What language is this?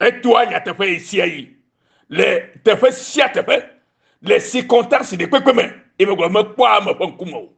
Ewe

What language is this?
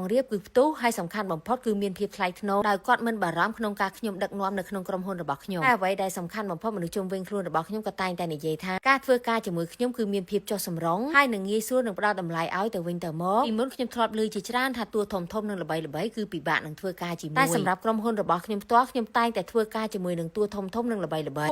Khmer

